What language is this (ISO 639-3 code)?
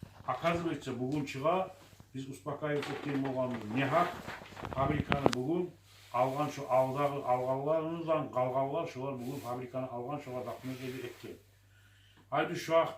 kum